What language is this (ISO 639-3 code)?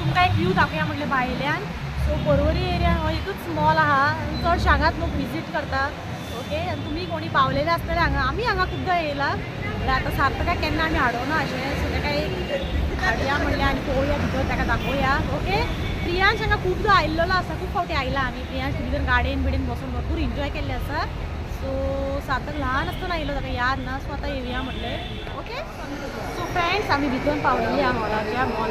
kok